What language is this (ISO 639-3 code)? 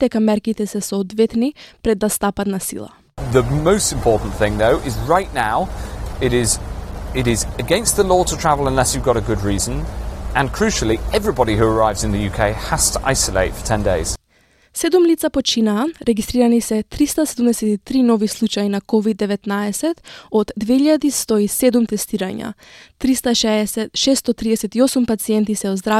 mkd